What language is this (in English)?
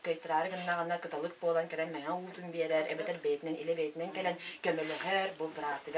Yakut